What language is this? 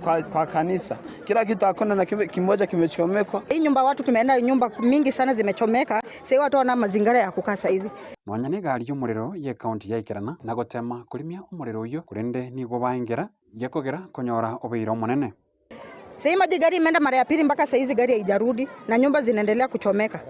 Gusii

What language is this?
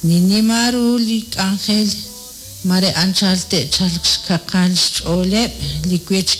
Kekchí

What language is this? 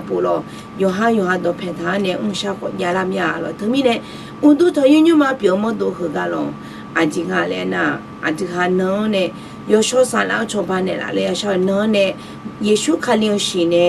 Akha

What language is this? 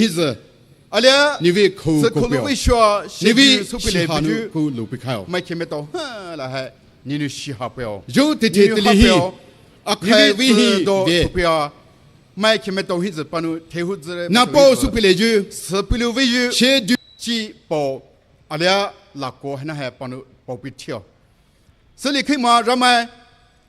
Poumei Naga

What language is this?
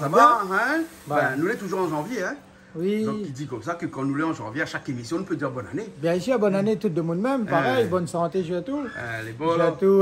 Réunion Creole French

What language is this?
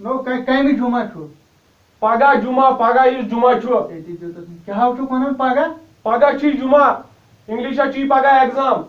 Kashmiri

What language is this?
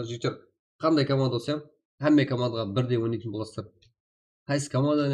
Kara-Kalpak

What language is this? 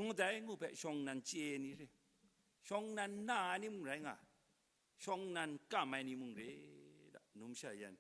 Kachin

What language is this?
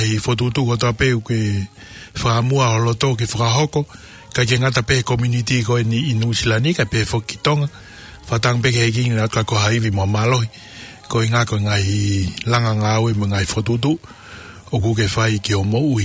Tongan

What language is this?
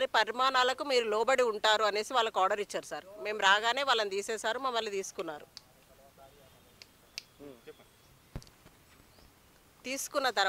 Telugu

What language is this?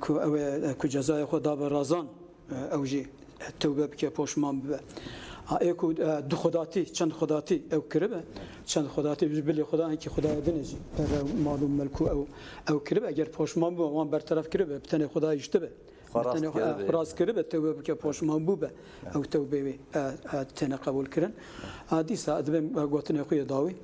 Kurdish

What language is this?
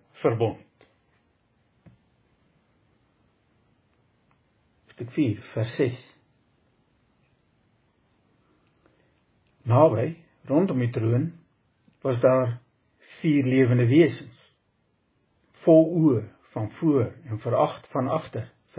Afrikaans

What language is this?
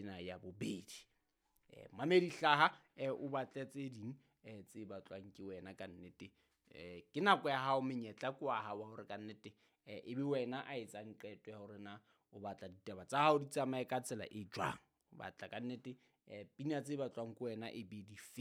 Southern Sotho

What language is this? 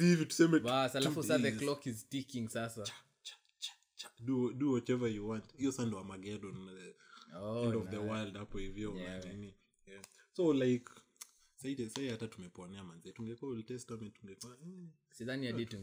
Swahili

